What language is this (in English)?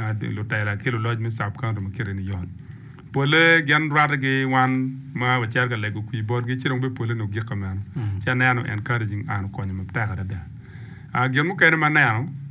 Acoli